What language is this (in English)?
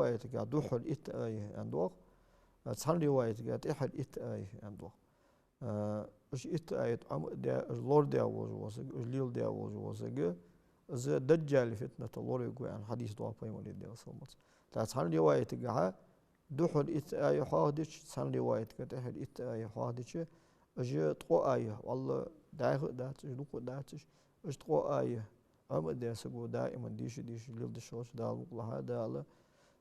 Ingush